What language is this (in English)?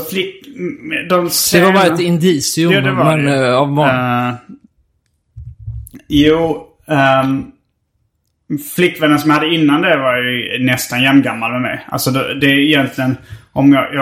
Swedish